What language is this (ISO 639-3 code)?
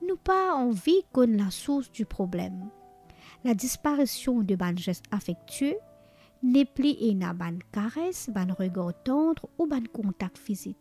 mfe